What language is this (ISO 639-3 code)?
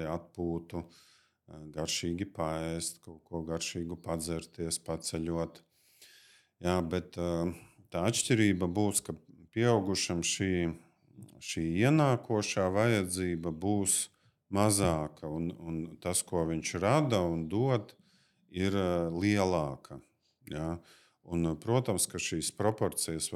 lav